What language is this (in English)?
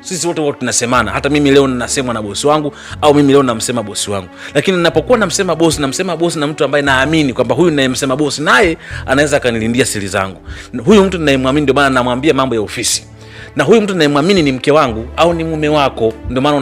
Swahili